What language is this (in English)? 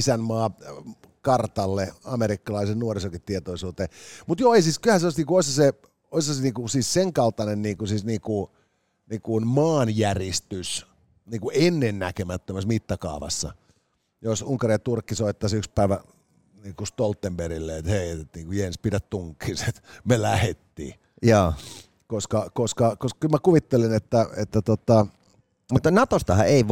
Finnish